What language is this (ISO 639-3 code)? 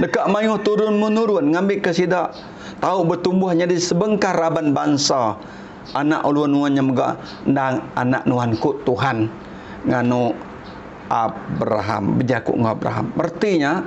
iba